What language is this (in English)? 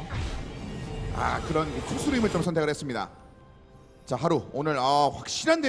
Korean